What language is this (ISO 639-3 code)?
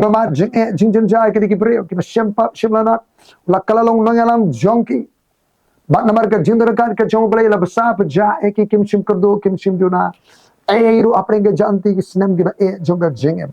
kha